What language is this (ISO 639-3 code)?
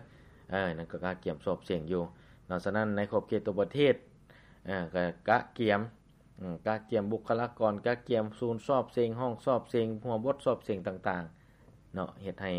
lao